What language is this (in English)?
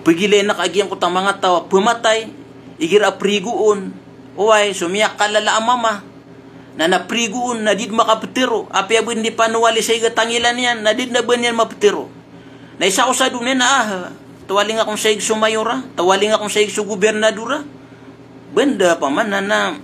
Maranao